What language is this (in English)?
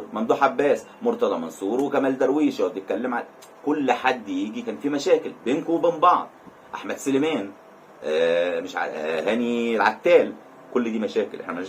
Egyptian Arabic